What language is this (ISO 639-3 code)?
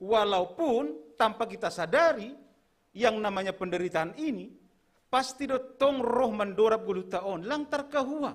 bts